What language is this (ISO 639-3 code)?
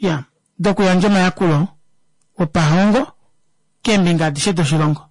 kua